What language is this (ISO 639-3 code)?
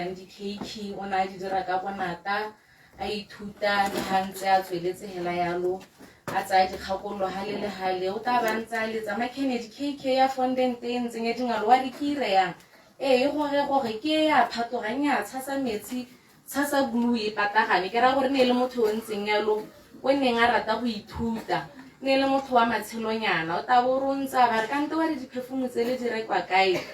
tsn